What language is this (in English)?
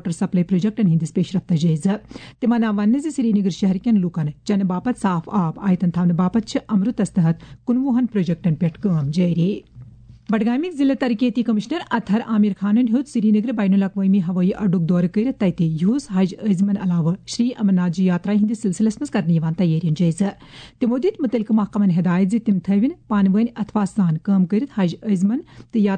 Kashmiri